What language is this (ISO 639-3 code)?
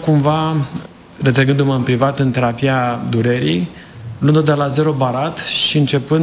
ron